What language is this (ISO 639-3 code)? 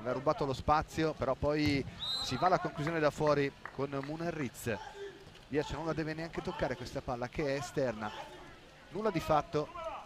ita